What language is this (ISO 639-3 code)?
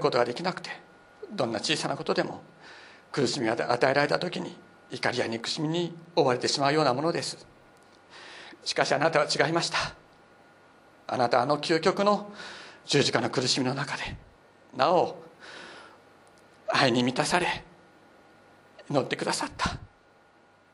jpn